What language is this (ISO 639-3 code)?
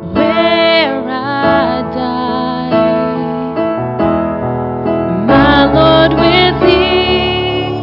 eng